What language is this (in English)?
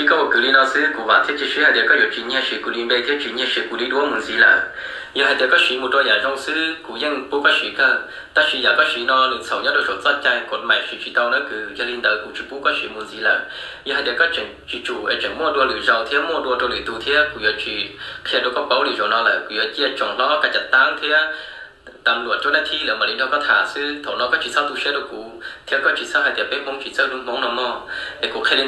Hmong